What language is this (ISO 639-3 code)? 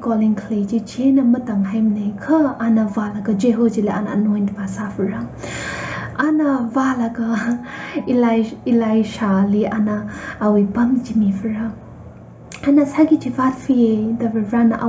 nmf